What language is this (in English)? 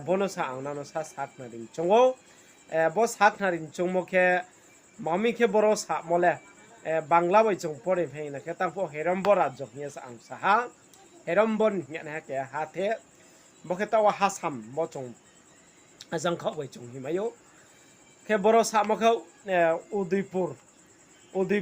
Riang (India)